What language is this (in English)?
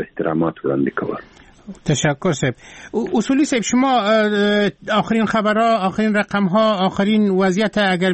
Persian